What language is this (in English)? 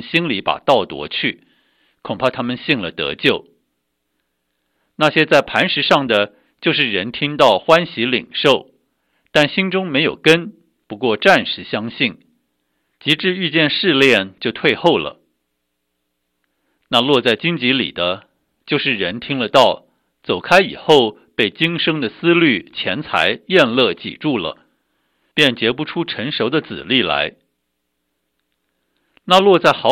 Chinese